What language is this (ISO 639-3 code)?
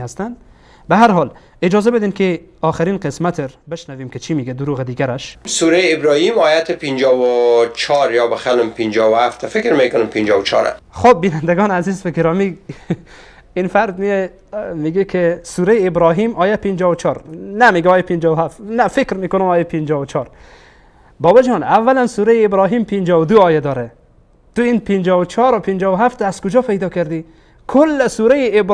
fas